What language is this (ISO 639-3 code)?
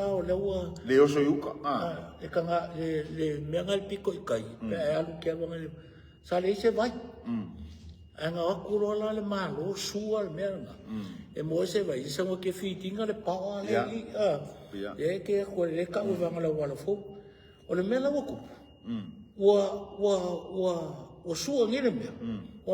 smo